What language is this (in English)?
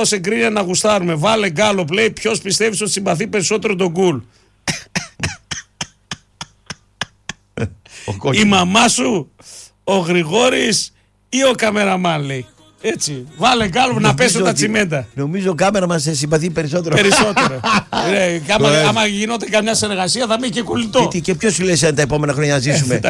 Greek